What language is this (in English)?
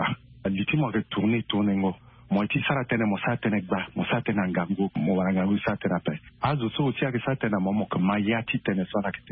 Sango